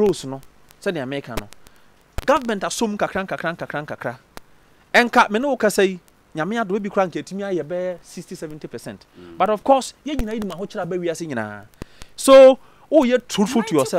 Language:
Akan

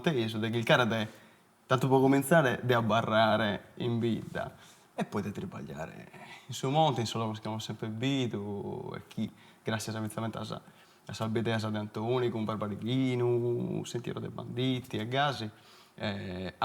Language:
Sardinian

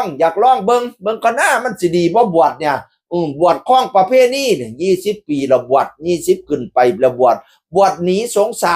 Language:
Northeastern Thai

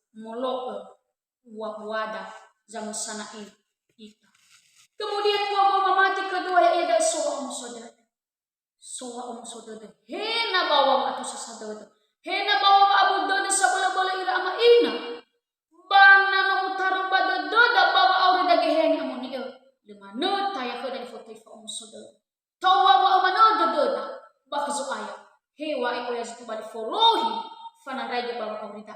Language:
Nias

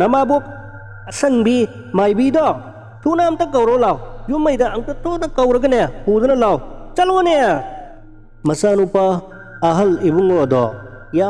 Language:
Manipuri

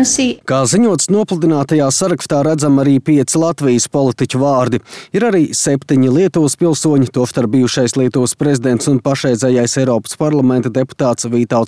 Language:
Latvian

